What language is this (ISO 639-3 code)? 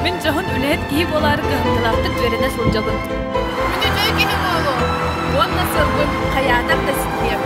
sah